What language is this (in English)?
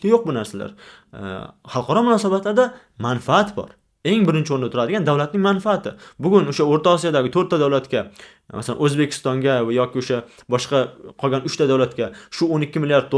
Uzbek